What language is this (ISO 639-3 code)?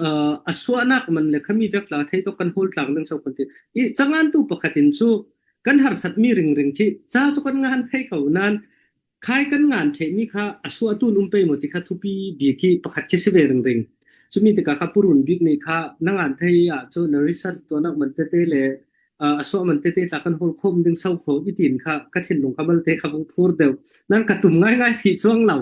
cfm